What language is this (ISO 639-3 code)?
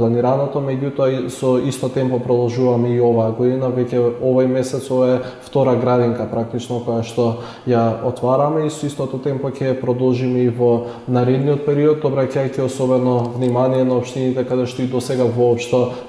mkd